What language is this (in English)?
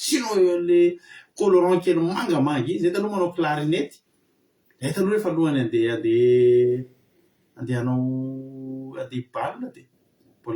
Malagasy